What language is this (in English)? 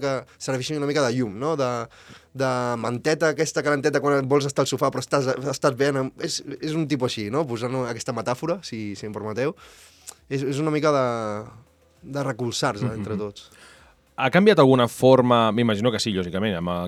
Catalan